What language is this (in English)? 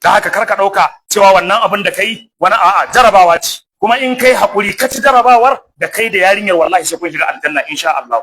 Hausa